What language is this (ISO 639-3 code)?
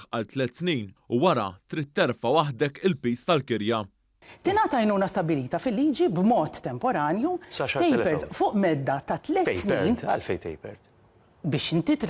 mlt